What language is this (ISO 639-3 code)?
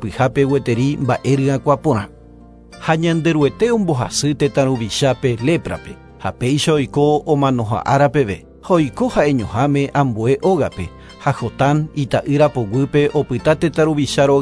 grn